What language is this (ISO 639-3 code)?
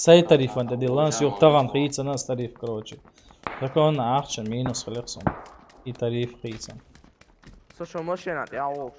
che